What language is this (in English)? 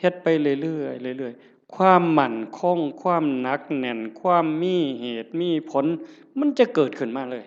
Northeastern Thai